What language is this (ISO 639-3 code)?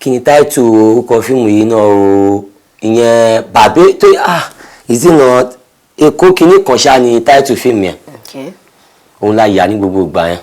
yor